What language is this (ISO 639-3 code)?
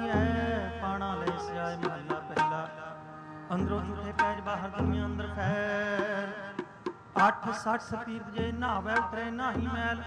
pan